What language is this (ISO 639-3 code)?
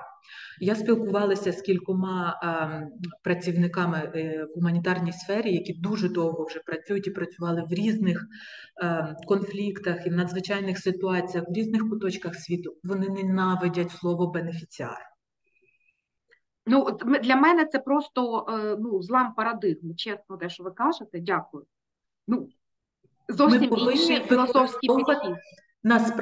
ukr